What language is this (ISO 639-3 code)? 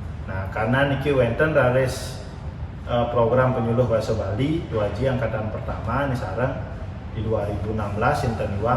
ban